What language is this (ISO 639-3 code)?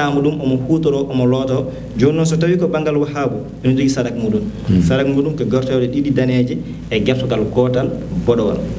ful